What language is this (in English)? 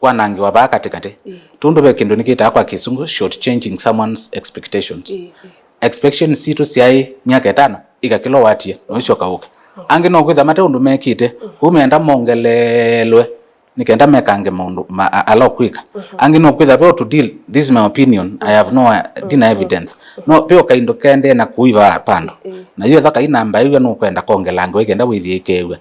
Kamba